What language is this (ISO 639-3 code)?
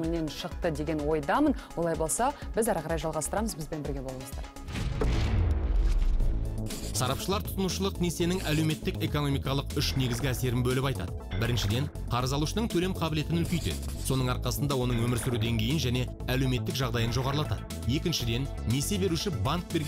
kaz